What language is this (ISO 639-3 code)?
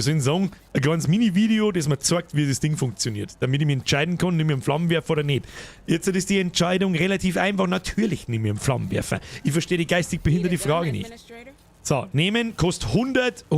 bar